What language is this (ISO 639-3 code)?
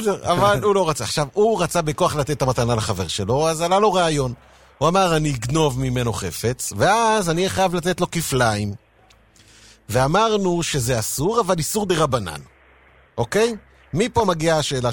heb